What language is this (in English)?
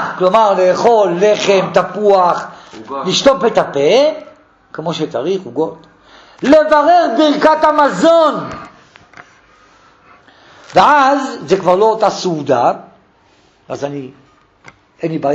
Hebrew